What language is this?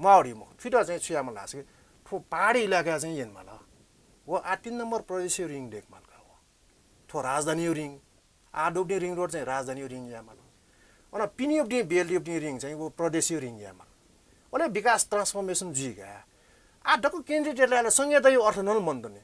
Newari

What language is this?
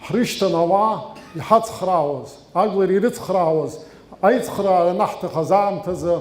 Abkhazian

